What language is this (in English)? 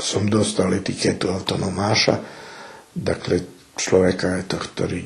Rusyn